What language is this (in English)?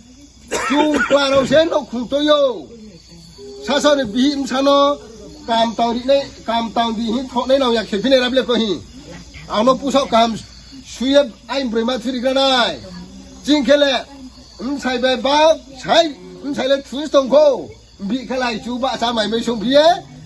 Riang (India)